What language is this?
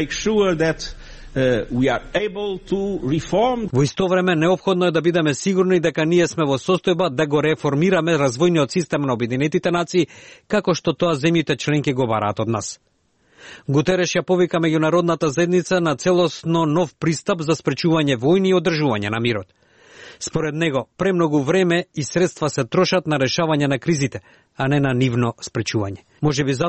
Macedonian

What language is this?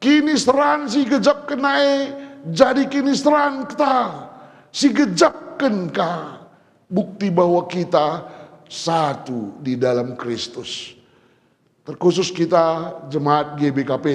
Batak Karo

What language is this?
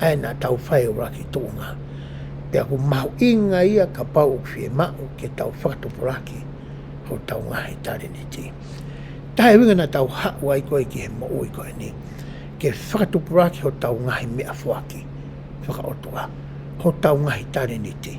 Tongan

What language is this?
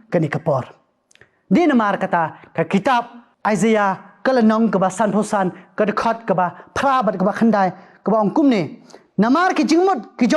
Khasi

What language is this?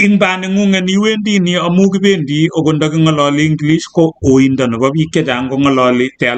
Kalenjin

